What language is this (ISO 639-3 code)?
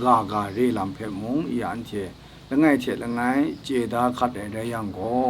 kac